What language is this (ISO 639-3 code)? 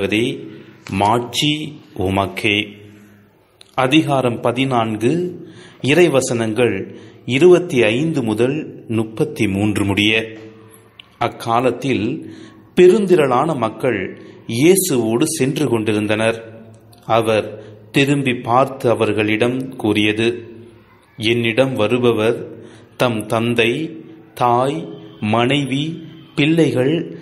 tam